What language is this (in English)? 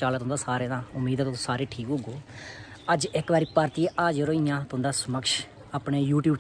Dogri